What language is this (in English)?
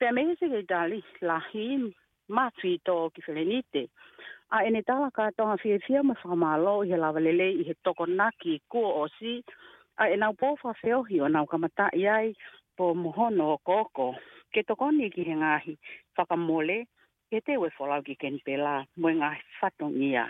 Tongan